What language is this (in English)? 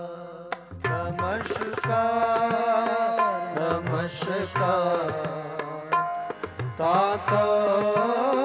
Punjabi